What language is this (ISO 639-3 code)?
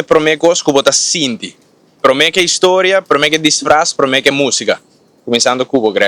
pap